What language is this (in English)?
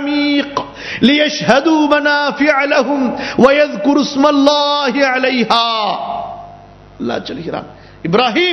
Tamil